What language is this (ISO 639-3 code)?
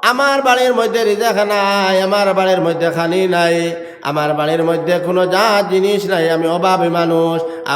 syl